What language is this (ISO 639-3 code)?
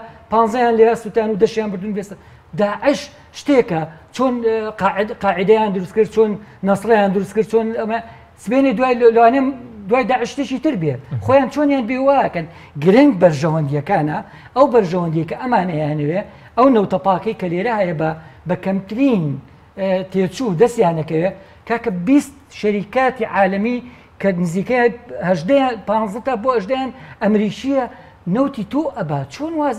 ckb